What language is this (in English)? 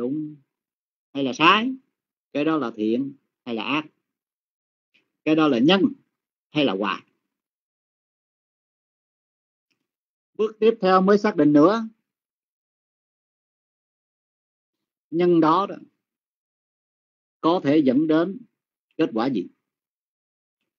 Vietnamese